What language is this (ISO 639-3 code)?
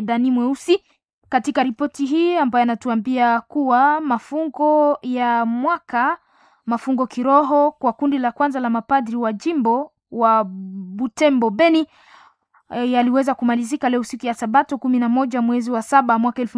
swa